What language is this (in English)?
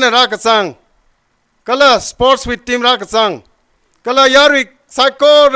Tangkhul Naga (India)